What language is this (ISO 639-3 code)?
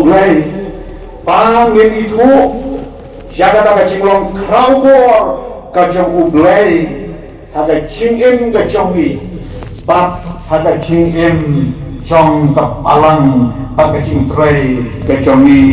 kha